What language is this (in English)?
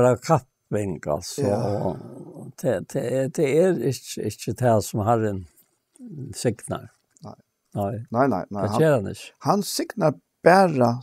Faroese